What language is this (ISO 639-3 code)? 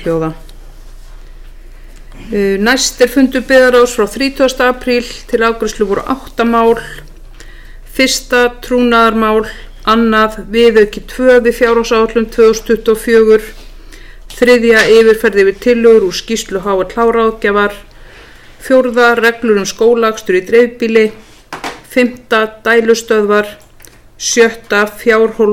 isl